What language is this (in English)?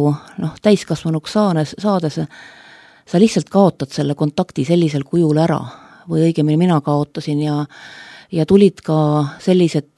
Estonian